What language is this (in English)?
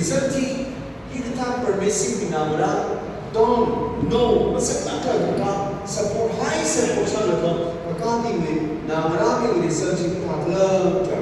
Tangkhul Naga (India)